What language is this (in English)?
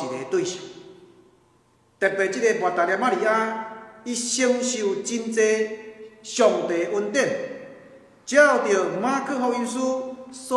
Min Nan Chinese